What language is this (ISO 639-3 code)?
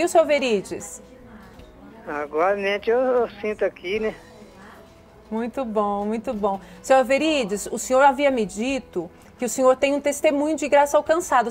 por